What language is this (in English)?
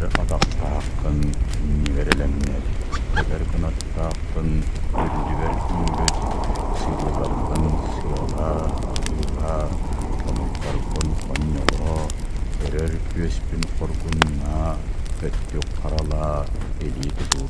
Yakut